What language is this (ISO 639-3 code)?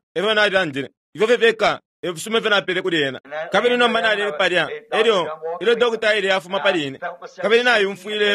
bem